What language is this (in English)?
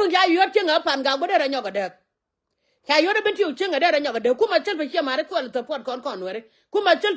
Nuer